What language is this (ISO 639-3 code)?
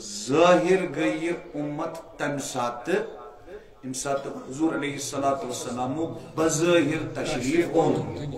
kas